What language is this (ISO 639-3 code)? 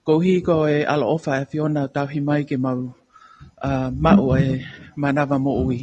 ton